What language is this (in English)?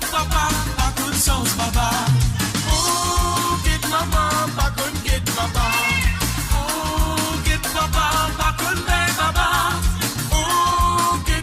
Morisyen